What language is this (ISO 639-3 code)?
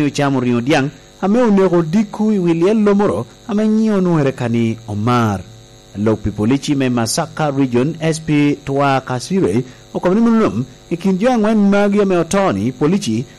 laj